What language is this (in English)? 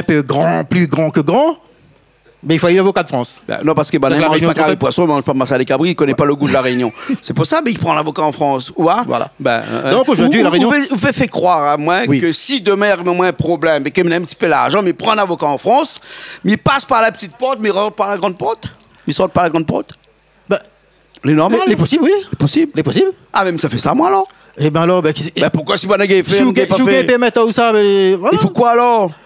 Réunion Creole French